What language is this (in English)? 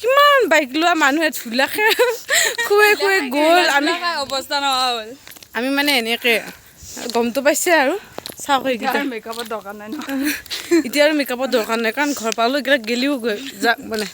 Assamese